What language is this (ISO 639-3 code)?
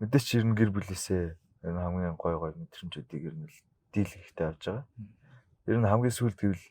mon